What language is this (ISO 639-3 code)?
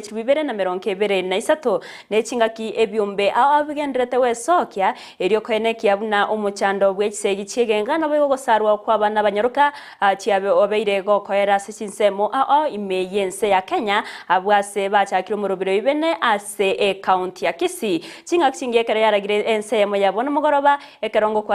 guz